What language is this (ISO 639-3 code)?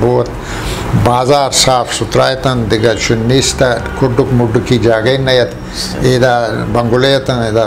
bgp